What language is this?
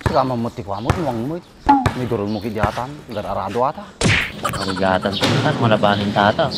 Iloko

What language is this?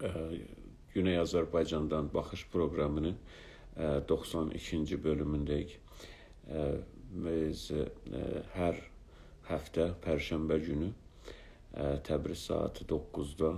South Azerbaijani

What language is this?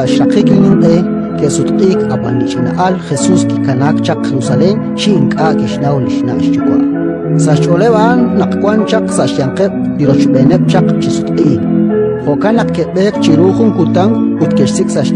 Kekchí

